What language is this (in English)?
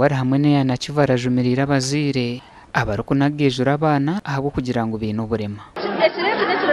Nyankole